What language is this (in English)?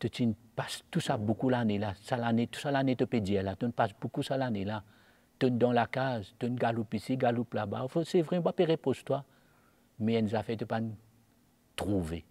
Morisyen